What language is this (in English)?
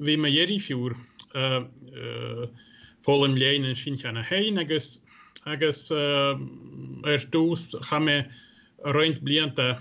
Irish